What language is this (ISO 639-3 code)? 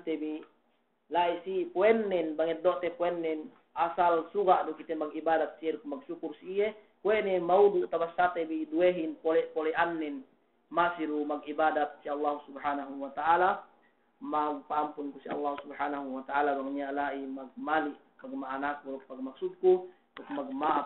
yka